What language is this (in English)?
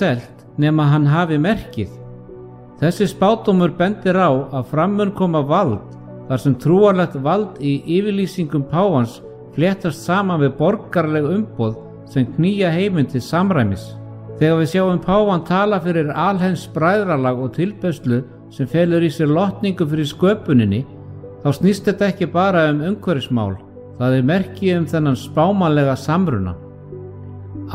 Icelandic